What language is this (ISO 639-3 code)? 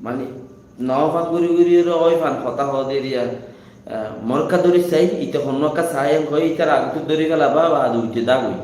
rhg